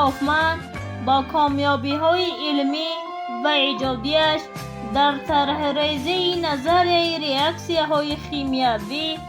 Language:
Tajik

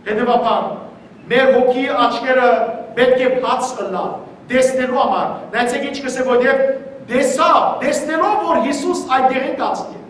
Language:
Western Armenian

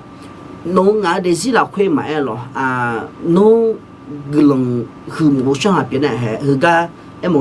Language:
Akha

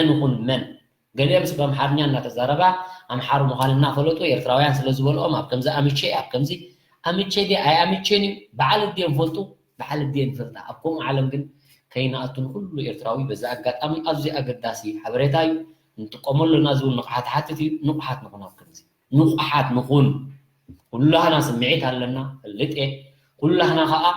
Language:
Tigrinya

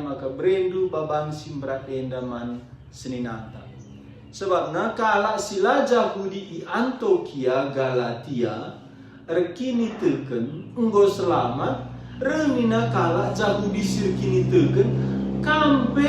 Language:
Batak Karo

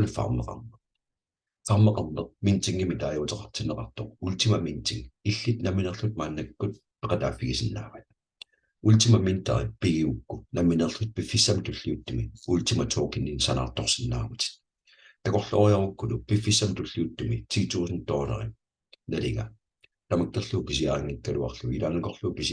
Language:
Kalaallisut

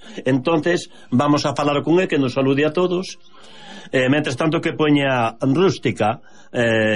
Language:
Galician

